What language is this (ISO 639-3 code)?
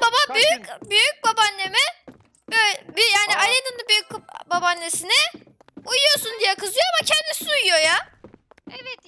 tur